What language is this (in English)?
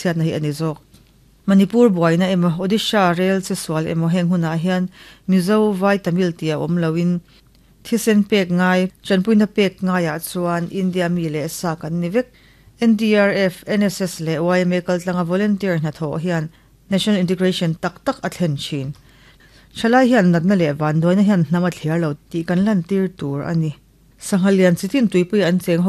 Mizo